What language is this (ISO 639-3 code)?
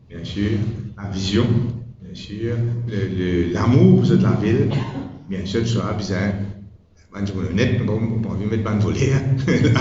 mfe